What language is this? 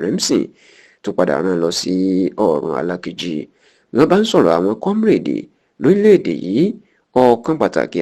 Yoruba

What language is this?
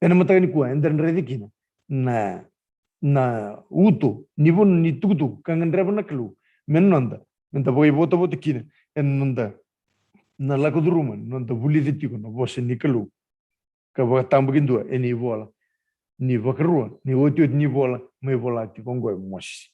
Fijian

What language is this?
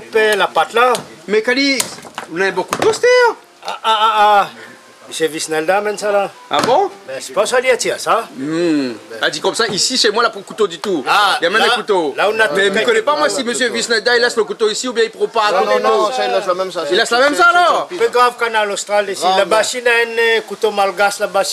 Réunion Creole French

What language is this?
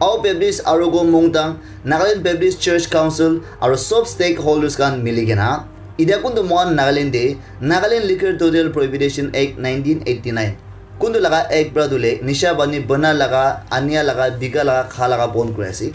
Naga Pidgin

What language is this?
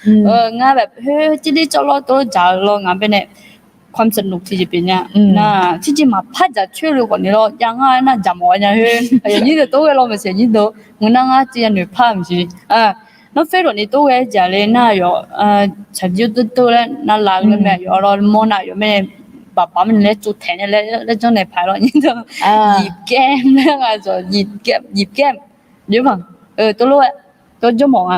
Akha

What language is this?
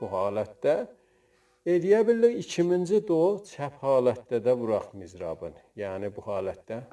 South Azerbaijani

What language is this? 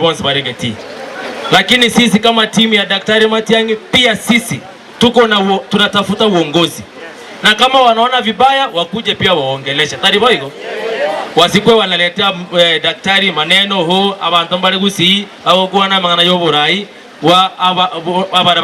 Gusii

